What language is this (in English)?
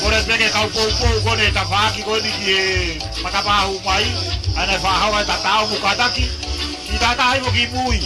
Tongan